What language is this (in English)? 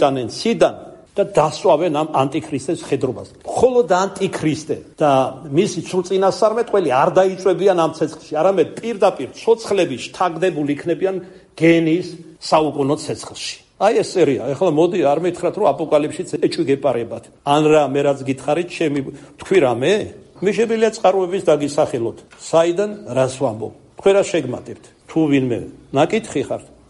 Georgian